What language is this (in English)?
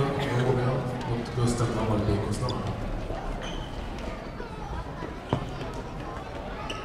Swedish